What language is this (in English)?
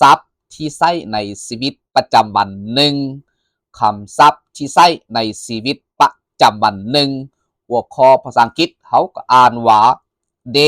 Lao